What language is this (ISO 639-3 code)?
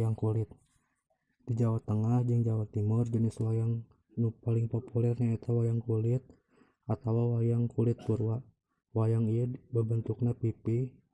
sun